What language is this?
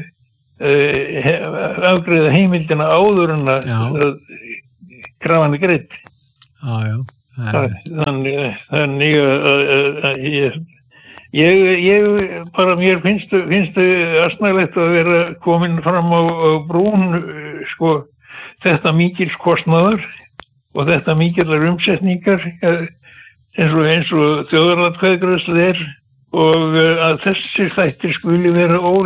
Icelandic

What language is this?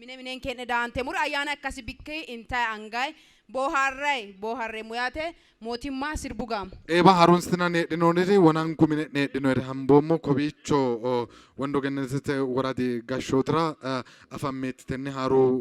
Sidamo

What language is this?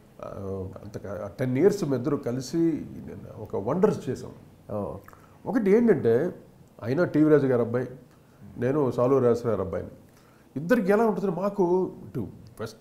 Telugu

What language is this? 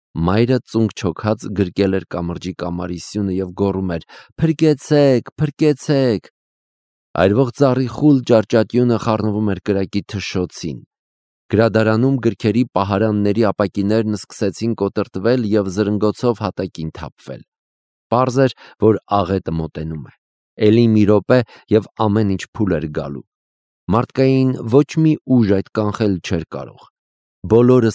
Armenian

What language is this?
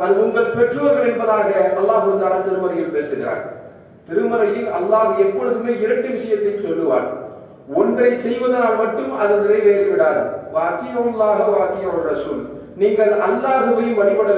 Tamil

